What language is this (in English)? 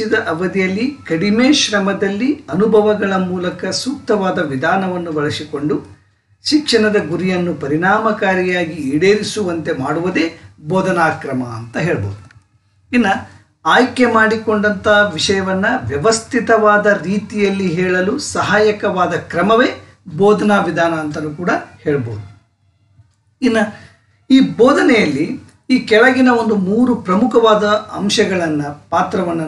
Kannada